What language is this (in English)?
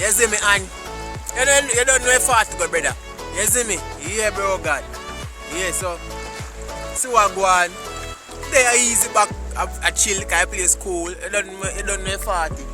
Jamaican Creole English